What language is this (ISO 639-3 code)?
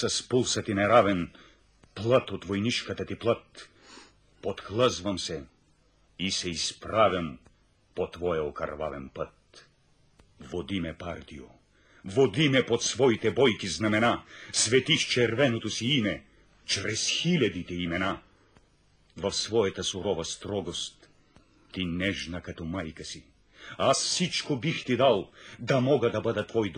bul